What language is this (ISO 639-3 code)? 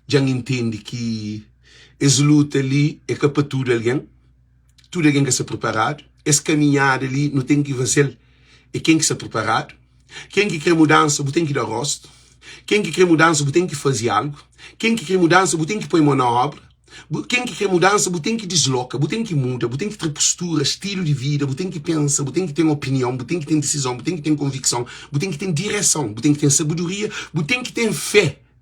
kea